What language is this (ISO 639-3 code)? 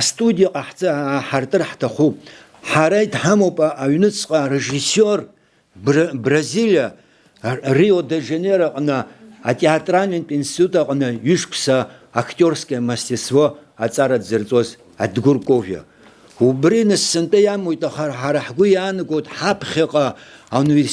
abk